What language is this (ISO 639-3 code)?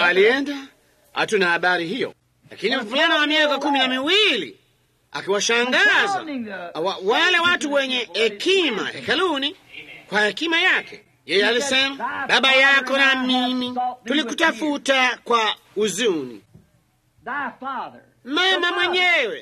swa